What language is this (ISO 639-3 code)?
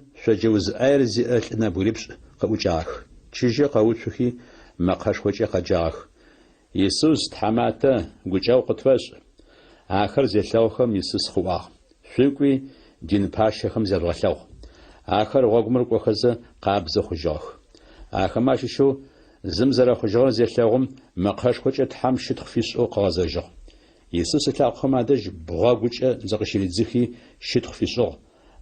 ady